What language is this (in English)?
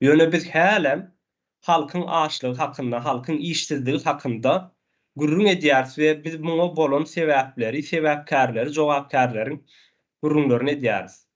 Turkmen